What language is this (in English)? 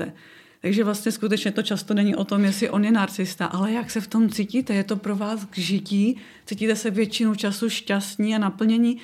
Czech